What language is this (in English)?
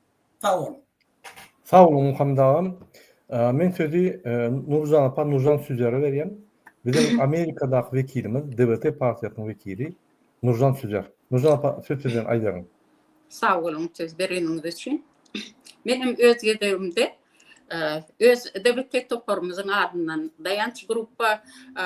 Turkmen